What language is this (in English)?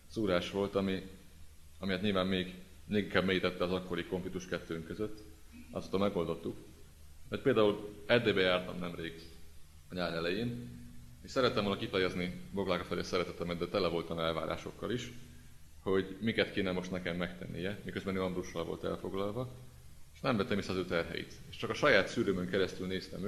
Hungarian